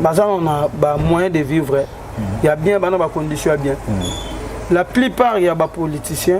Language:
Lingala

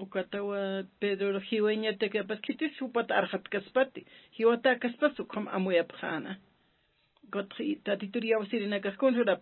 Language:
Aymara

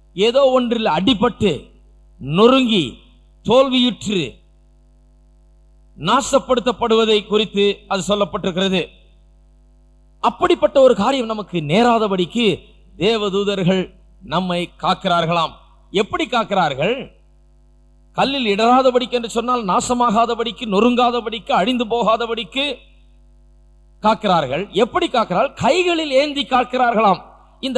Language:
Tamil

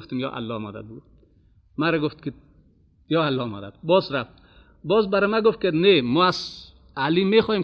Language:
Persian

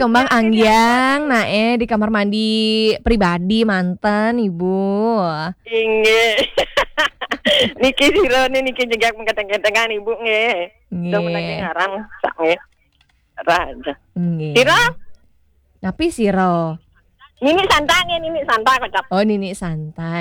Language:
Balinese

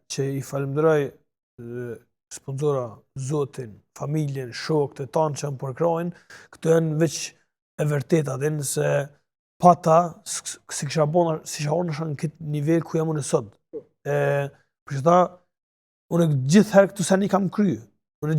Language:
Albanian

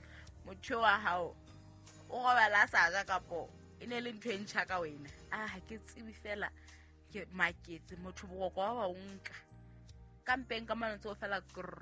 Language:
Southern Sotho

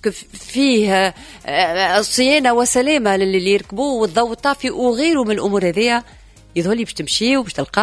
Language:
Tunisian Arabic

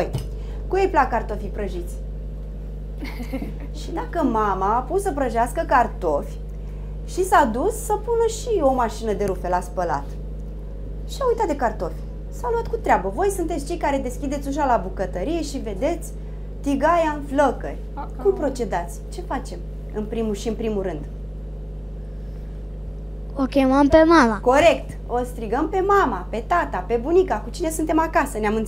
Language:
Romanian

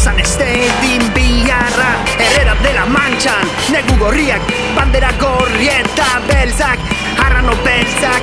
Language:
Basque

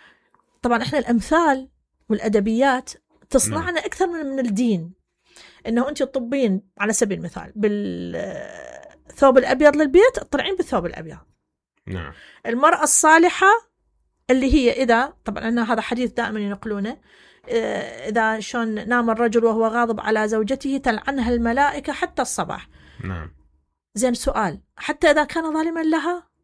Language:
Mesopotamian Arabic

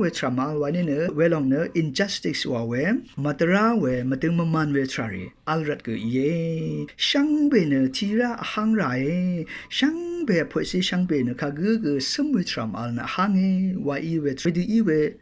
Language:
Rawang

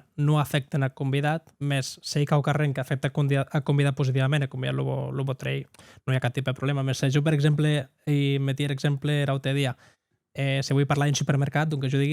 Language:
Occitan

